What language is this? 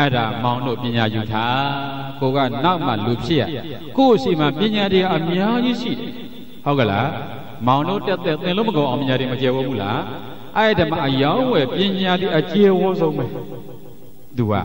Burmese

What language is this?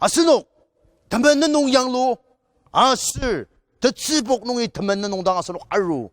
Ao Naga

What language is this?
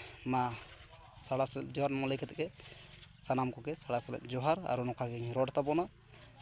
Santali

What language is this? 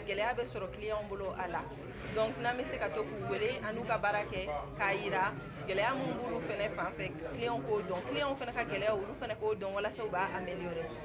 Bambara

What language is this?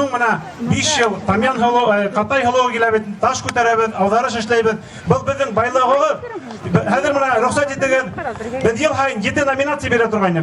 Bashkir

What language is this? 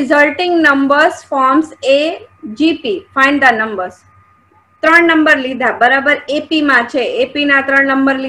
Gujarati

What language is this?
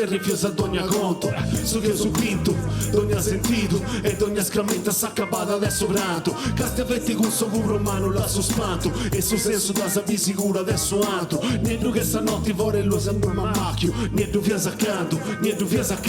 Sardinian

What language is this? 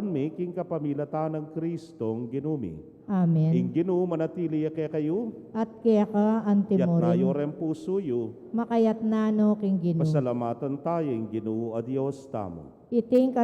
Pampanga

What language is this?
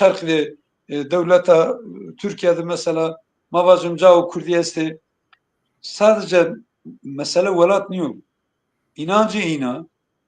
Zaza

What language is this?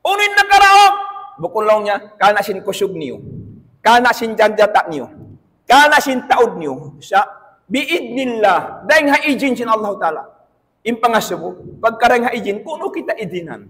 Tausug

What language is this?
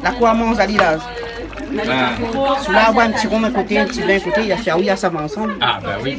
Réunion Creole French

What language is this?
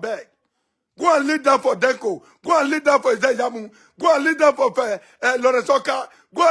Nigerian Pidgin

